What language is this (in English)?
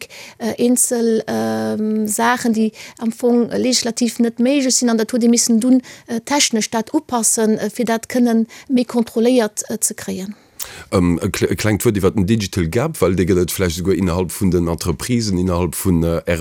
Luxembourgish